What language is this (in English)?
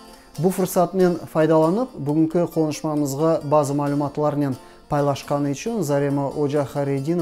Crimean Tatar